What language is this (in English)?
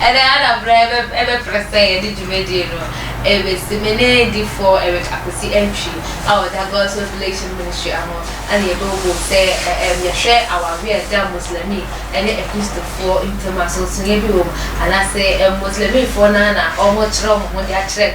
Akan